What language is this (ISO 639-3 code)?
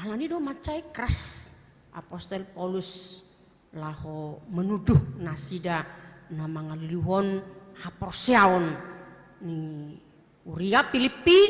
bbc